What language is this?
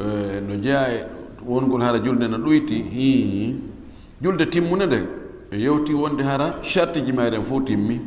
Fula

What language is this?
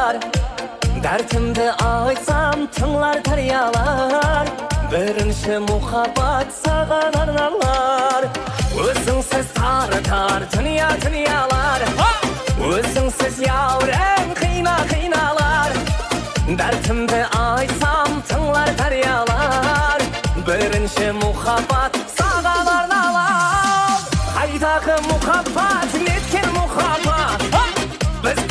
Kara-Kalpak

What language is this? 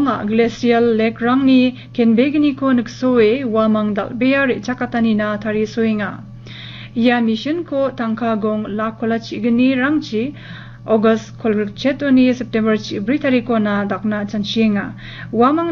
Garo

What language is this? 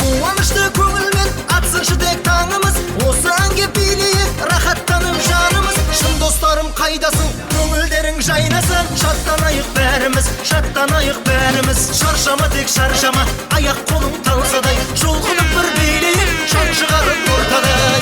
Kara-Kalpak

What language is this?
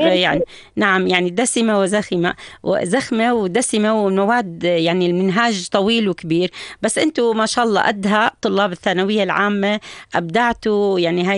North Levantine Arabic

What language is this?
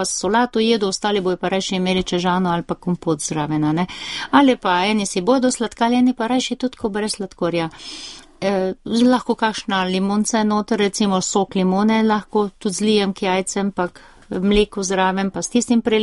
Slovenian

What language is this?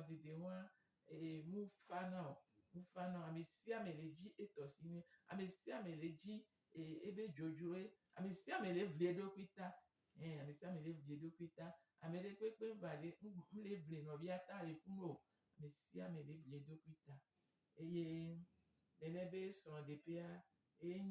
Gen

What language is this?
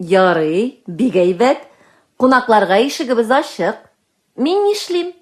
Tatar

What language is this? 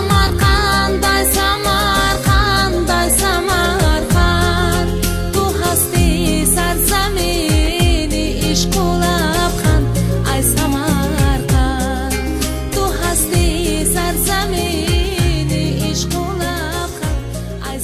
Tajik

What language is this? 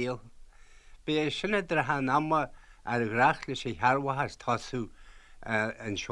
Irish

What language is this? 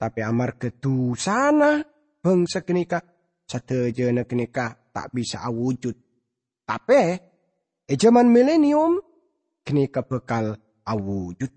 Madurese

